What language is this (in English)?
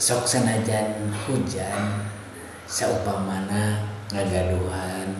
Sundanese